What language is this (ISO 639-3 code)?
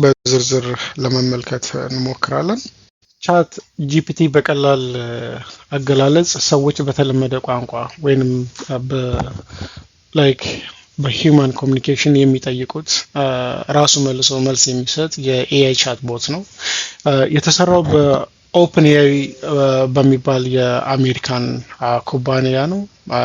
amh